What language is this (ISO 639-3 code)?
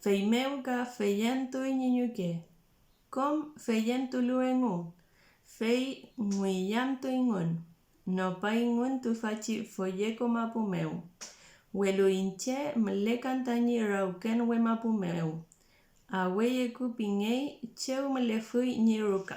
arn